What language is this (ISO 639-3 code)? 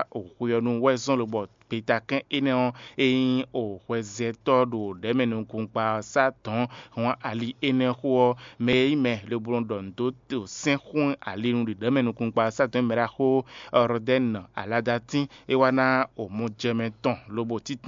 fon